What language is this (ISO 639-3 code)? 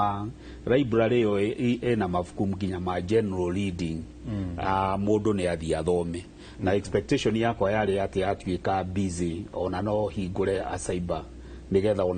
kik